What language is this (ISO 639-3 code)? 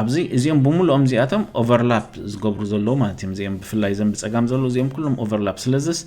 tir